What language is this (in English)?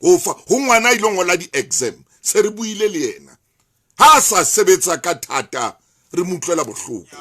Southern Sotho